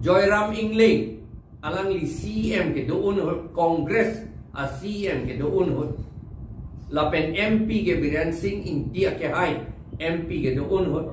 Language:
Karbi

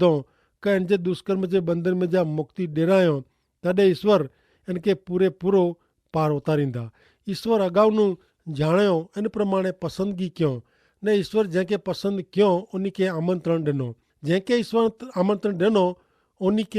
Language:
Kachhi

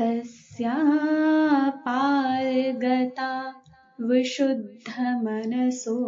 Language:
Sanskrit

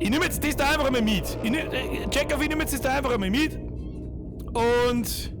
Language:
Bavarian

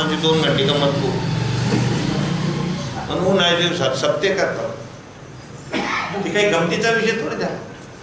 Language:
Marathi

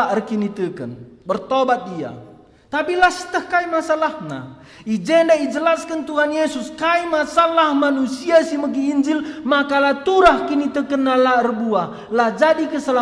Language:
Batak Karo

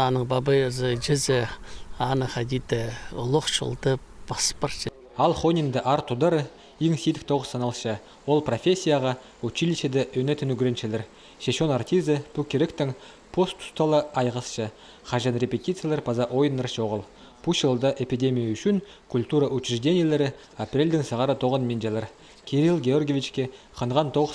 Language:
Khakas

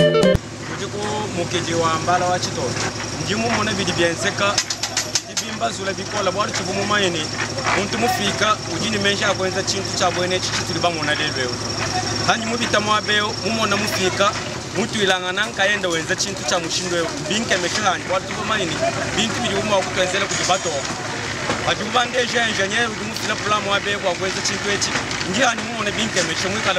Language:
Luba-Lulua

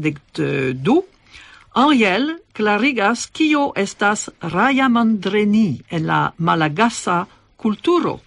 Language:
Esperanto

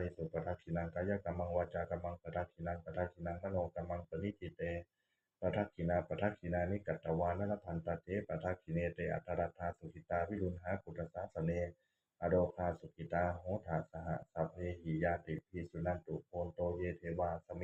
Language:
Pali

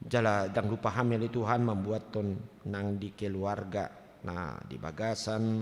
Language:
Batak Toba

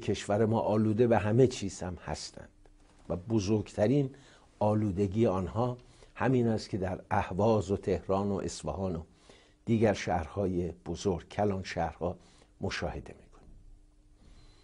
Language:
Persian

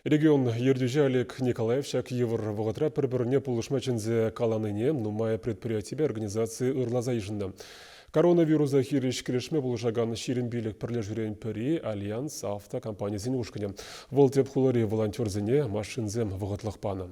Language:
Chuvash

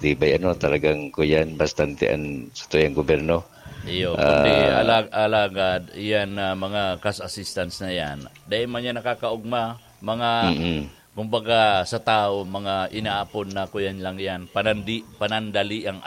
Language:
Bikol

